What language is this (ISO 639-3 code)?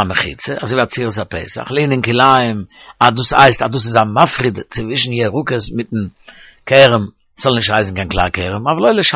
yid